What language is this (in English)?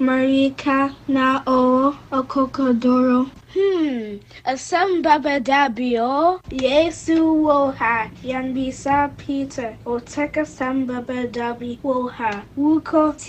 Akan